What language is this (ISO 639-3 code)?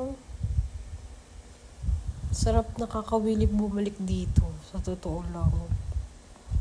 fil